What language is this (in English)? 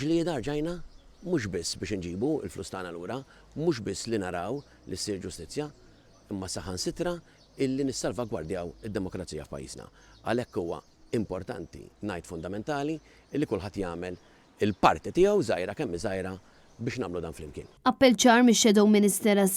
Maltese